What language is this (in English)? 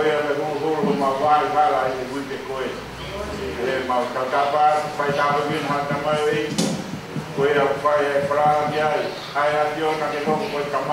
Tongan